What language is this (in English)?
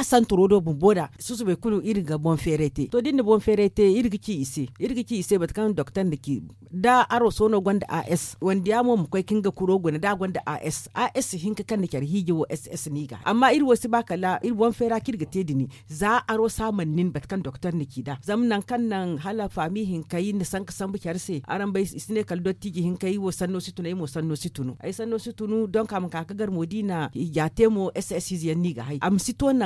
Zarma